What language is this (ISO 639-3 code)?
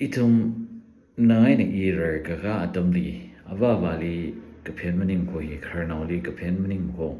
nmf